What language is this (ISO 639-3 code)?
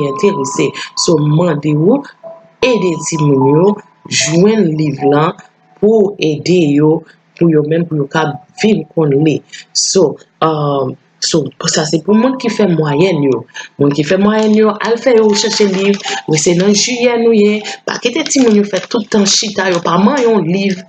hat